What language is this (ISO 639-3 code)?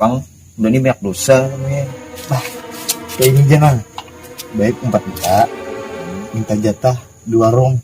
bjn